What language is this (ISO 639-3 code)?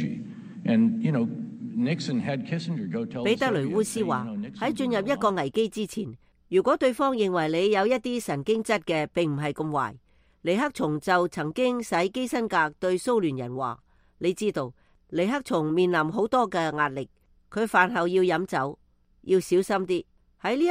yue